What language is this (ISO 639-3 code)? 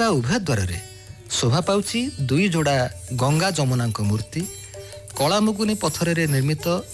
ori